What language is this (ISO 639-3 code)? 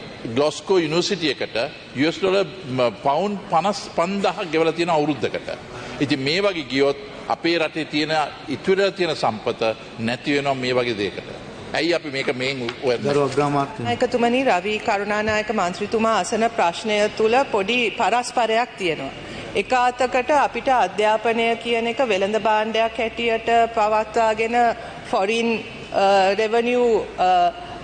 sin